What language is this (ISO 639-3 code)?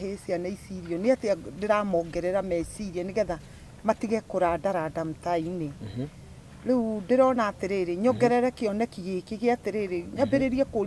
kik